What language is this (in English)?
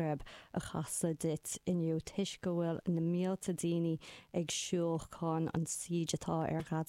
Irish